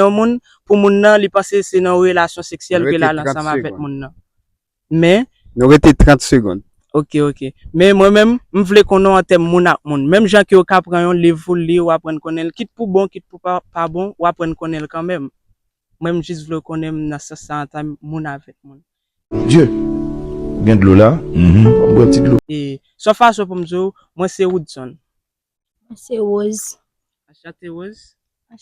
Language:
Haitian Creole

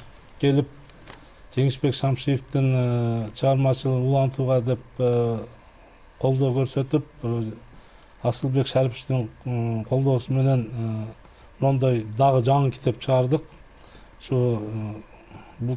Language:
Kyrgyz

